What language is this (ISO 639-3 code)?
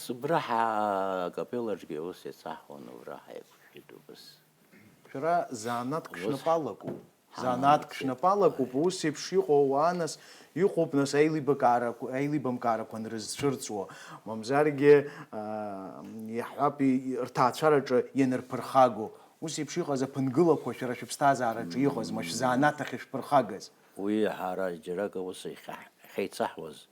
abk